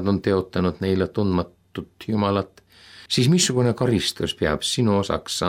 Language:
Estonian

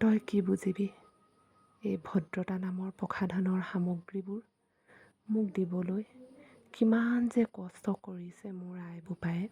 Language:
Assamese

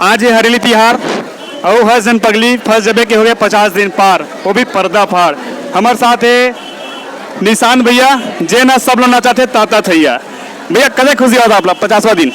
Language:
Chhattisgarhi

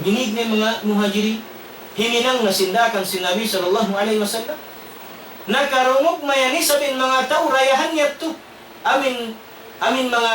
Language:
Tausug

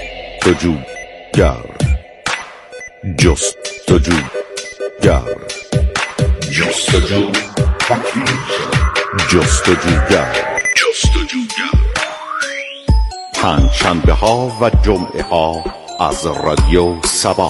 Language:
Persian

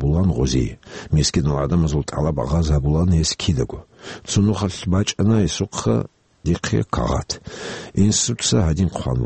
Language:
Avaric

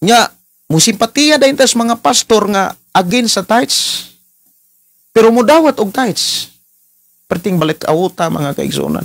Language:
Cebuano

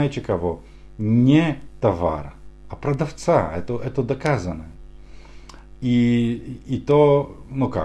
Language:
Russian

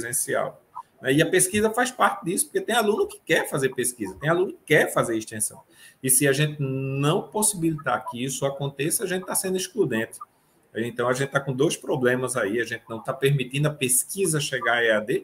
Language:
Portuguese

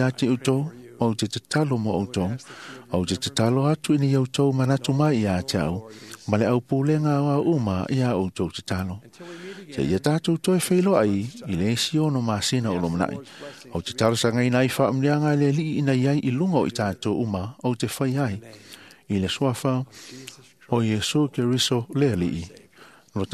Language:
Samoan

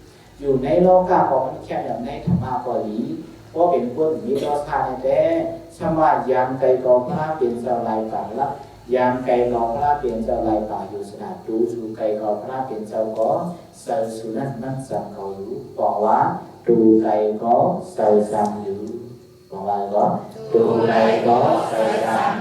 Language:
Shan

